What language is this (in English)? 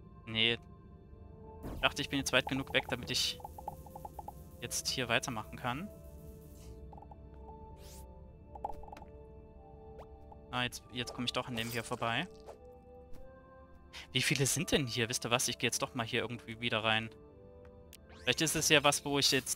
German